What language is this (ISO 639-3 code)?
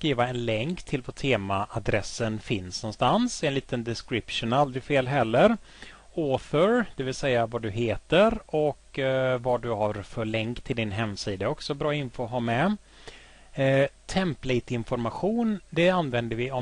swe